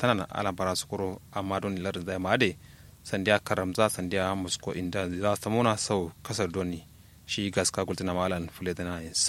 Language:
Kanuri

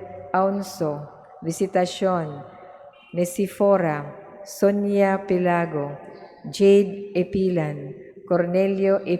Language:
Cebuano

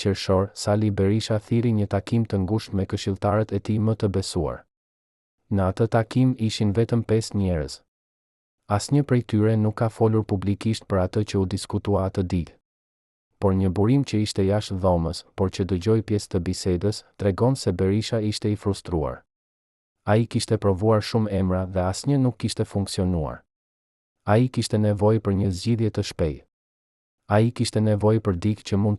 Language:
Albanian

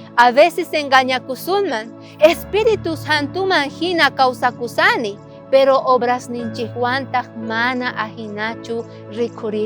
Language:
South Bolivian Quechua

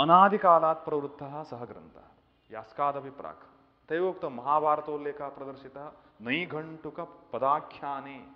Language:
Sanskrit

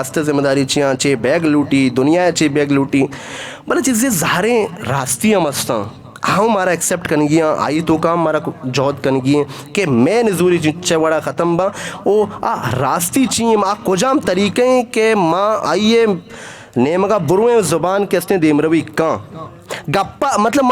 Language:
Eastern Balochi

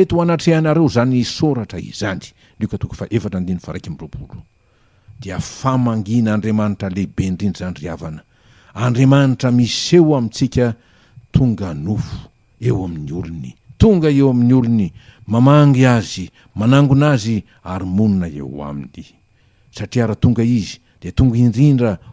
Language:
Malagasy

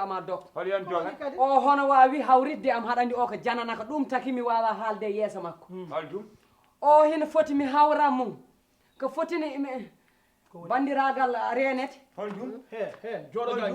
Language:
Fula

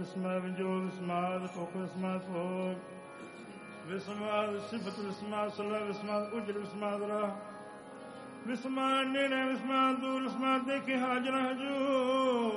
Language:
Punjabi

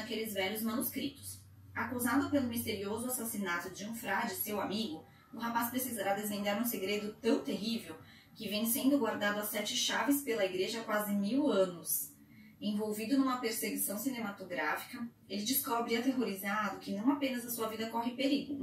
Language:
Portuguese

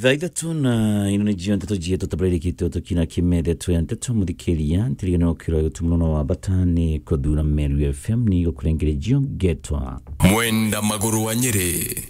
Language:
Meru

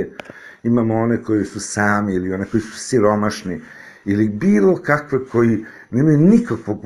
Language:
Serbian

